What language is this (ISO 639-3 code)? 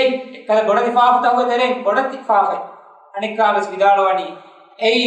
div